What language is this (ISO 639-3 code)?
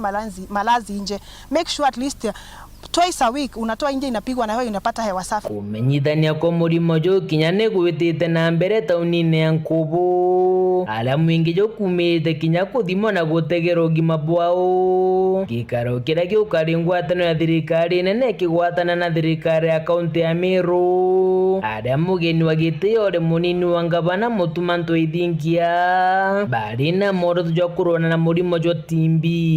mer